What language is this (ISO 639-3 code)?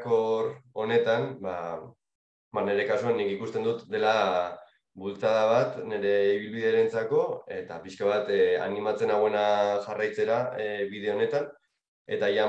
eus